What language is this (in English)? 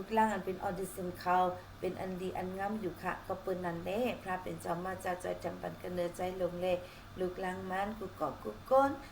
Shan